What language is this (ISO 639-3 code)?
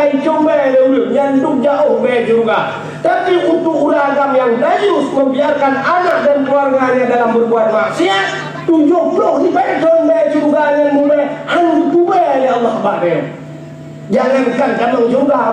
ace